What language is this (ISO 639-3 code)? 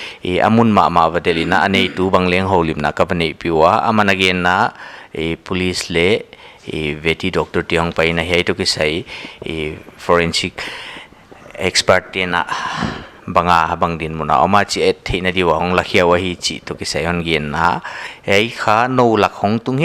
pck